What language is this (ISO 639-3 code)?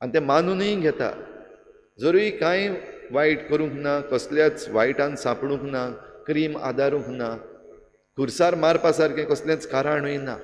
kok